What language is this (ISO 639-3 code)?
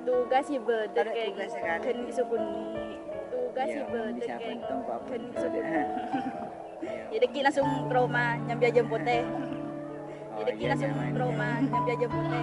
mad